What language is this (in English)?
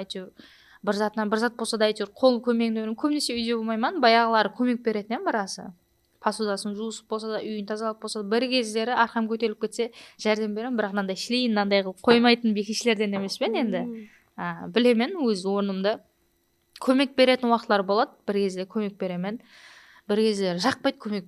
Kara-Kalpak